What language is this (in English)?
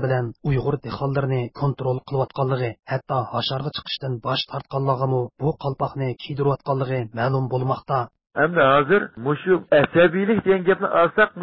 Uyghur